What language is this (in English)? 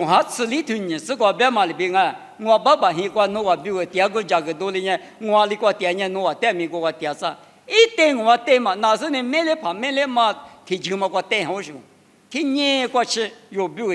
Lisu